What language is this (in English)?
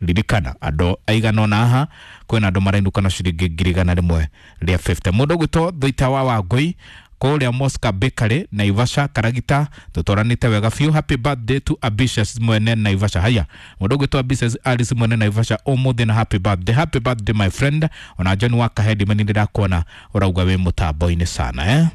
Kikuyu